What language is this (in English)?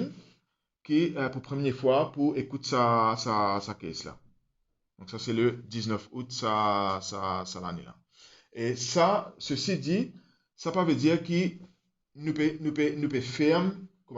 Morisyen